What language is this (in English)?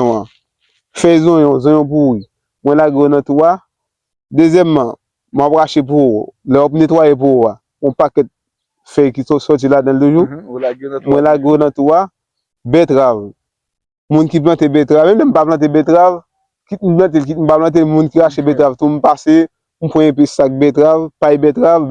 Haitian Creole